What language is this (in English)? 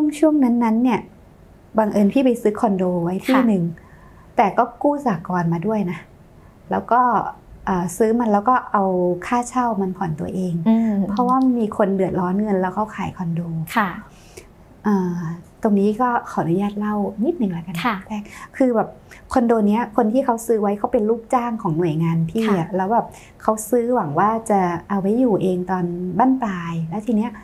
Thai